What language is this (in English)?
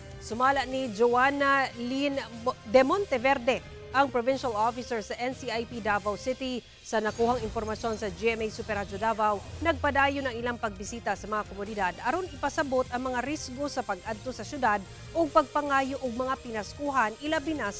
Cebuano